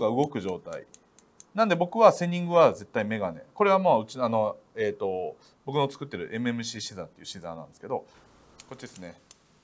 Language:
Japanese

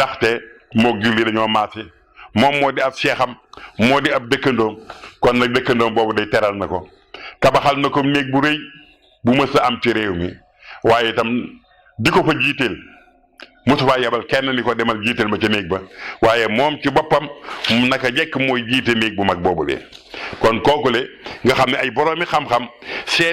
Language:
Wolof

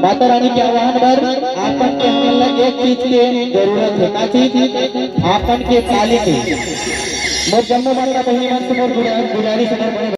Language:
Chhattisgarhi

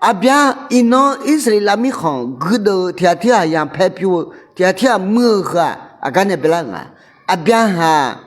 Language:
Akha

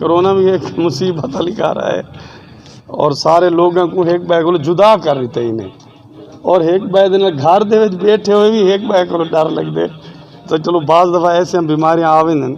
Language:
Saraiki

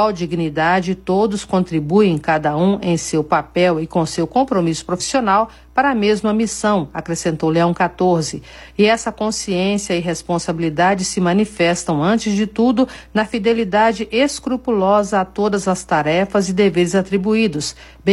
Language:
Portuguese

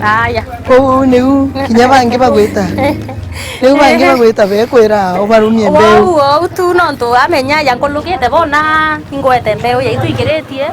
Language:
Meru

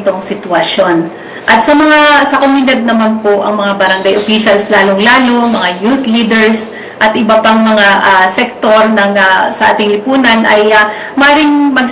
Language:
Filipino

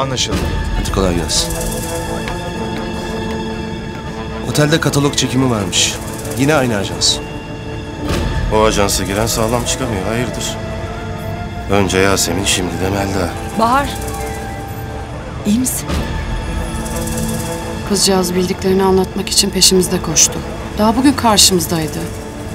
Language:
Turkish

